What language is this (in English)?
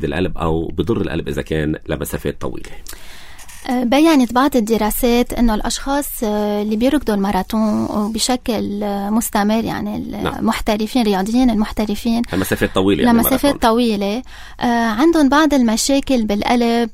North Levantine Arabic